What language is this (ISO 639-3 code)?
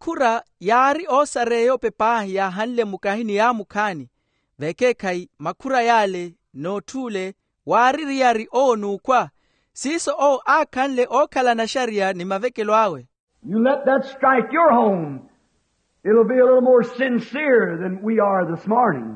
vmw